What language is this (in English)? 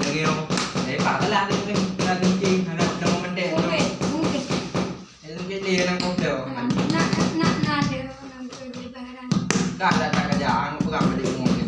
Achinese